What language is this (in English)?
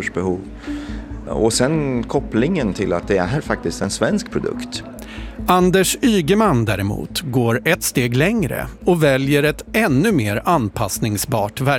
Swedish